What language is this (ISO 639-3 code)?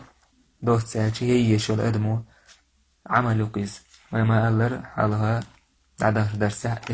che